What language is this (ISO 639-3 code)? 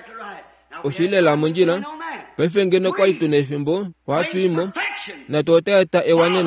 kua